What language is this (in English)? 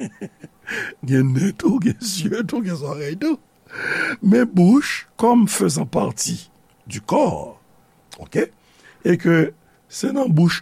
Haitian Creole